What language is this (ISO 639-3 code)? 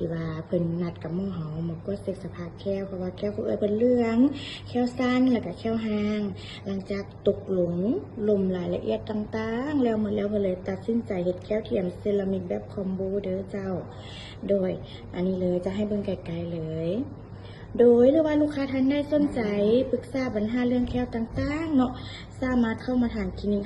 lao